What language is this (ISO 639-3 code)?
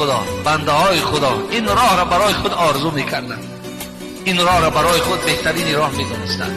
tgk